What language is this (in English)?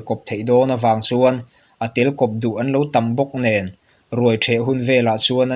Mizo